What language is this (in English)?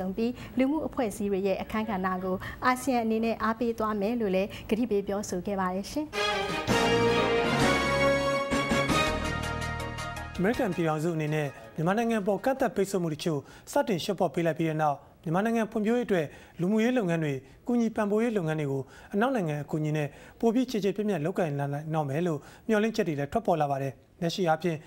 Burmese